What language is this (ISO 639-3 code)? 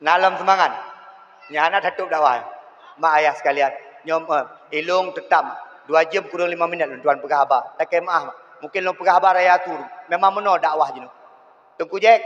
ace